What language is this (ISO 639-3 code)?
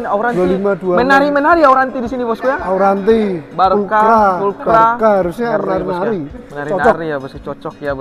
ind